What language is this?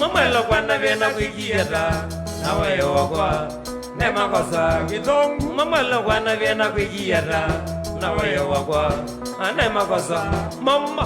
Kamba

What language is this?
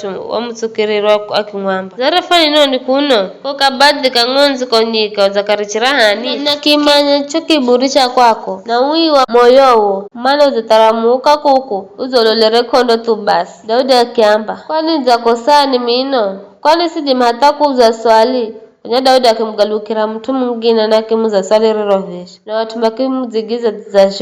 Giryama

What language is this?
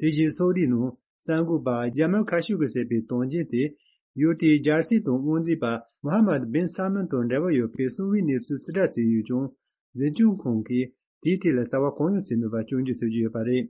Tibetan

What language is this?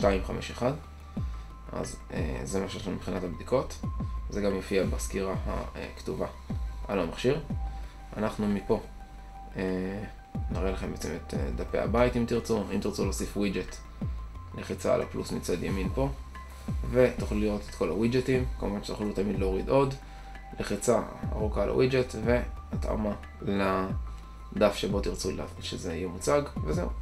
Hebrew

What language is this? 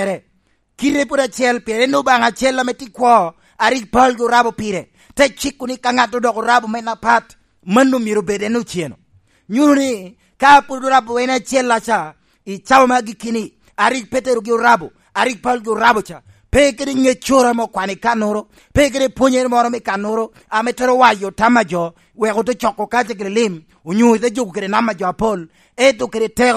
Lango (Uganda)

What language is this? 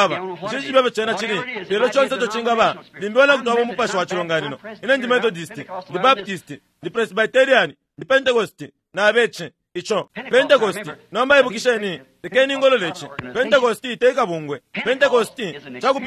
Bemba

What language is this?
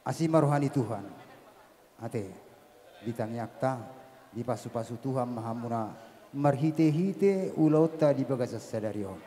Batak Toba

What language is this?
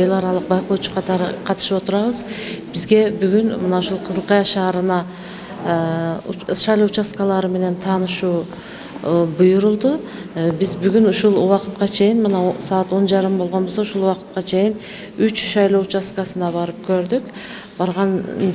Kyrgyz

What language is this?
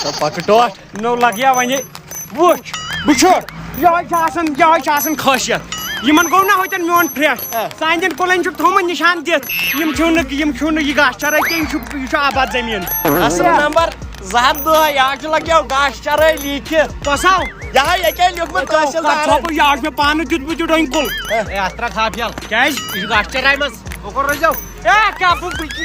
Kashmiri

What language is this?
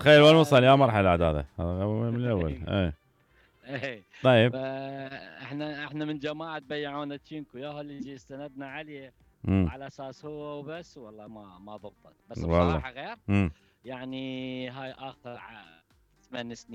Mesopotamian Arabic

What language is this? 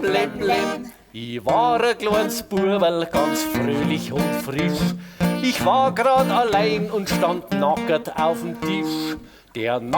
Bavarian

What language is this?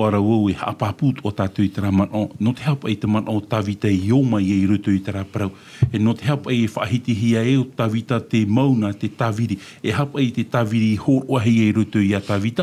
Tahitian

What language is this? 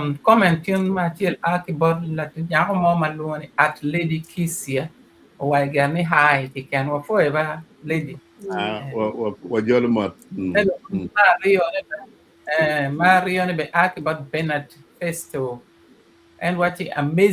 Acoli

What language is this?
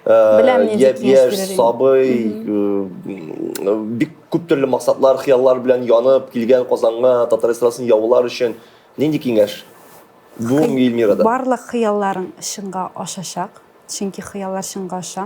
Tatar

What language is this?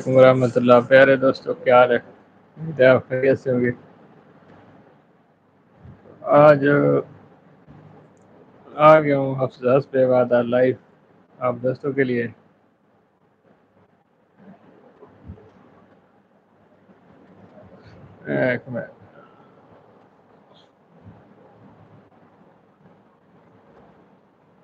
Urdu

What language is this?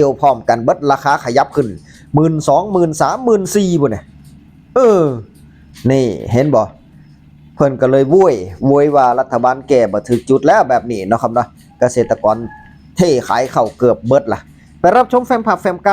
Northeastern Thai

